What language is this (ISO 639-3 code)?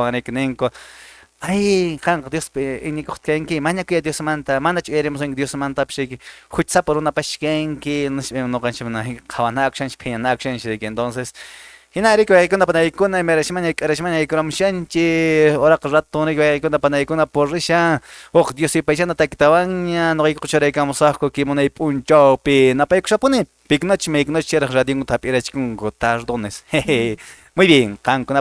que